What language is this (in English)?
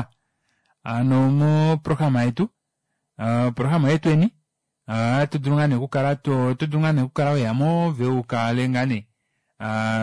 Kuanyama